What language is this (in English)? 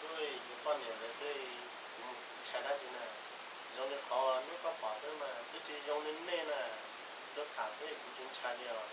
Hmong